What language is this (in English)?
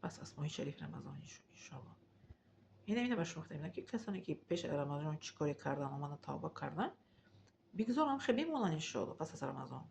Tajik